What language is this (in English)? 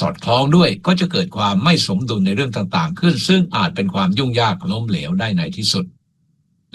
Thai